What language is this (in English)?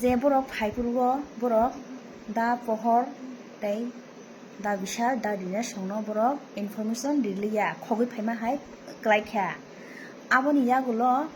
Kok Borok